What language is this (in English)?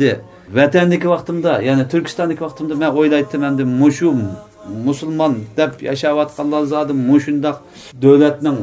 Uyghur